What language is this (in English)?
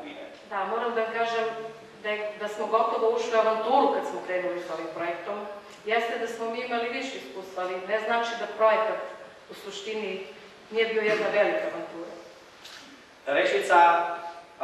Serbian